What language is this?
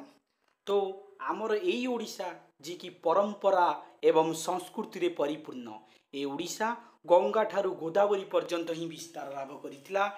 Odia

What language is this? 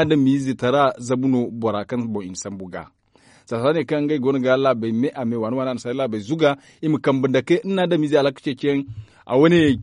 Zarma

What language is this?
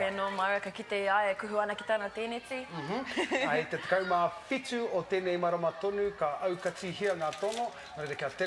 Māori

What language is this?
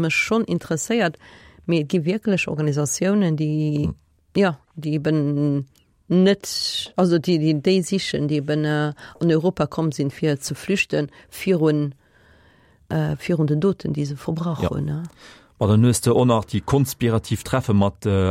Luxembourgish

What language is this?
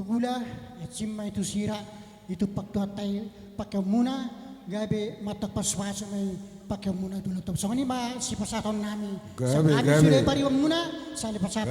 Batak Toba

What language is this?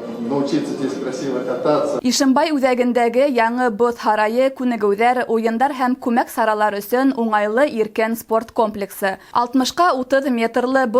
Bashkir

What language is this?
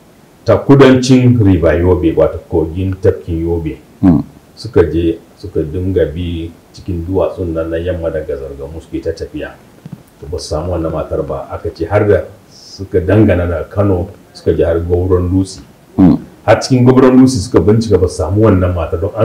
Hausa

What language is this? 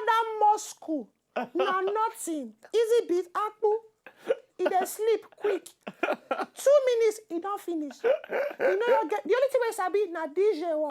Nigerian Pidgin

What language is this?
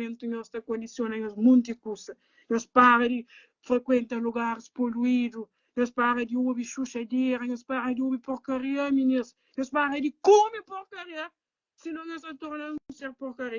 Kabuverdianu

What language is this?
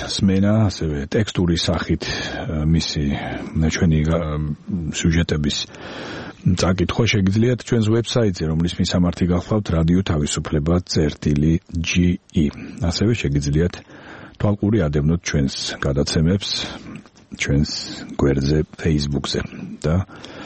Georgian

